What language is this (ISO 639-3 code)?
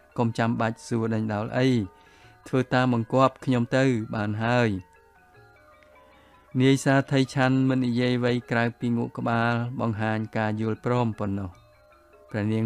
khm